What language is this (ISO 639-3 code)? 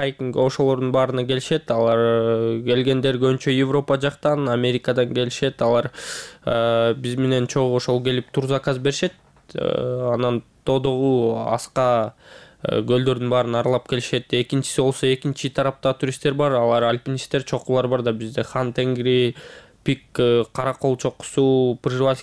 kir